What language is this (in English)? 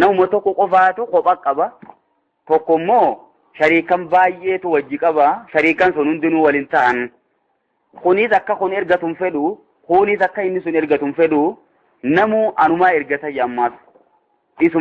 Oromo